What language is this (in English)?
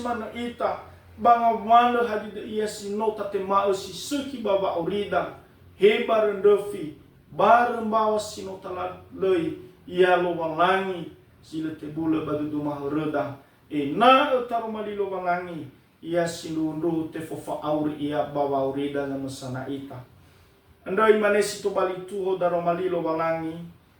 Nias